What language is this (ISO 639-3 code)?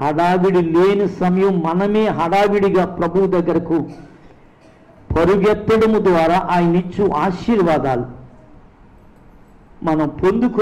tel